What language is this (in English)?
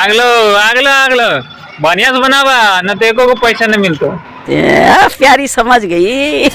Maithili